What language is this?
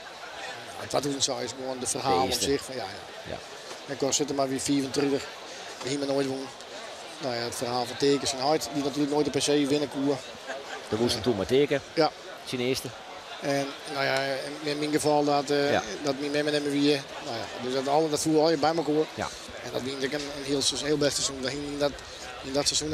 Western Frisian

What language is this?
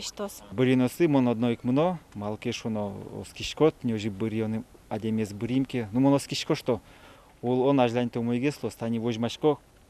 Udmurt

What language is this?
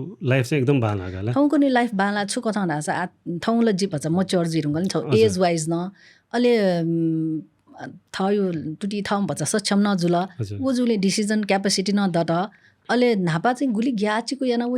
Newari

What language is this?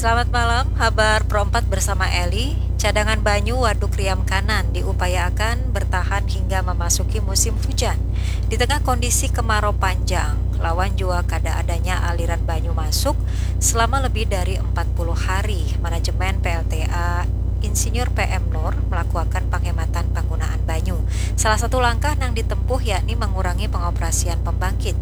Banjar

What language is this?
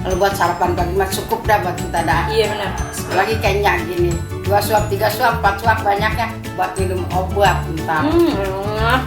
Betawi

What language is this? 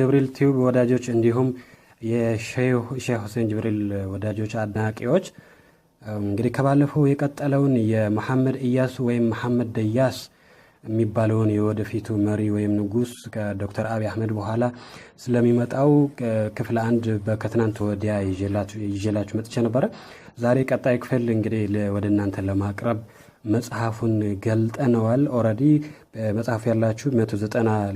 Amharic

